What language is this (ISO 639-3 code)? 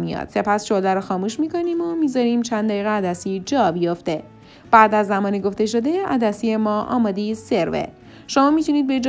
fas